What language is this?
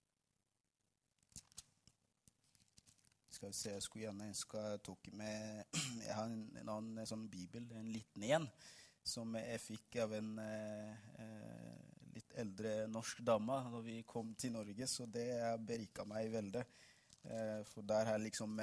Norwegian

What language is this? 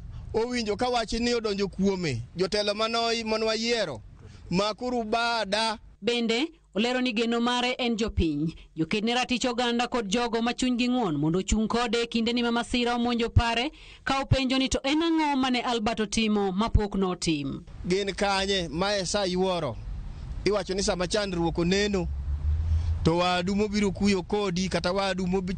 Luo (Kenya and Tanzania)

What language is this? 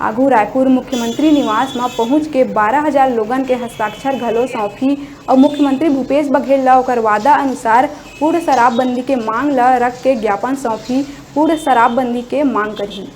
Chhattisgarhi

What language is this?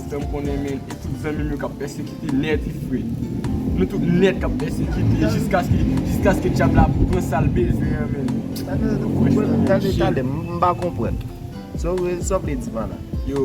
Haitian Creole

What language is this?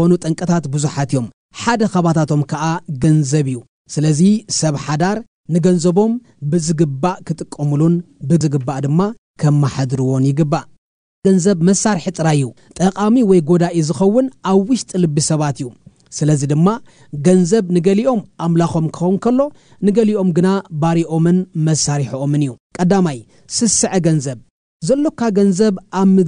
Tigrinya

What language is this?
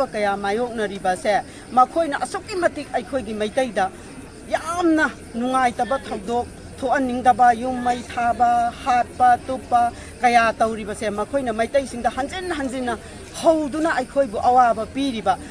Manipuri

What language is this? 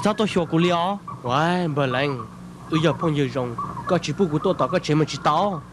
Hmong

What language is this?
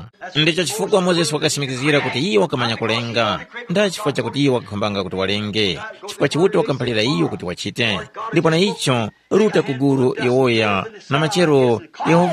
Tumbuka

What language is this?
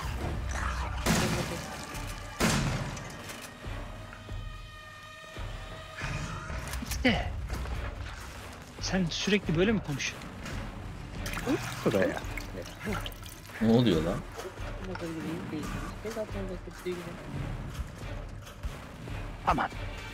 Turkish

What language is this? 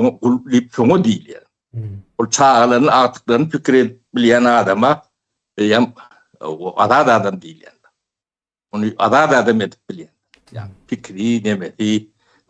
Turkmen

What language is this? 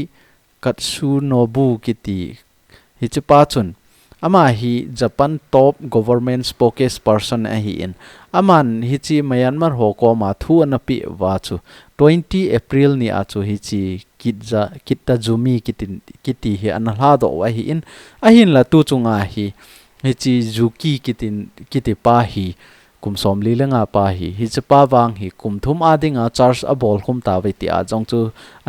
Thado Chin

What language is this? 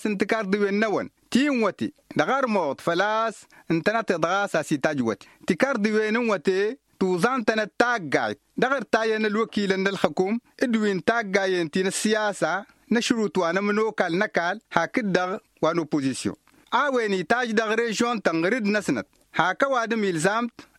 Tamasheq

